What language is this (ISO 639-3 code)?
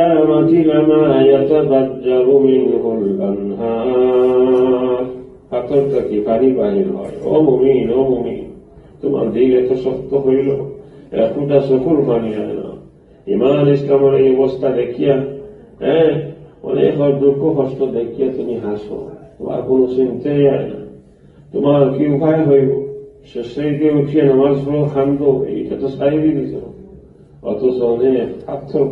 syl